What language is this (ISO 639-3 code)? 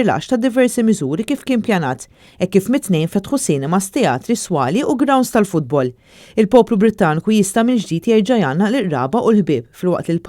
mlt